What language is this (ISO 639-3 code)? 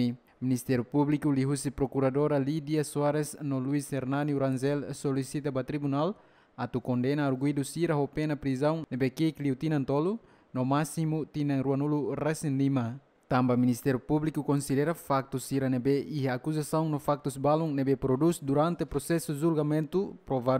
tet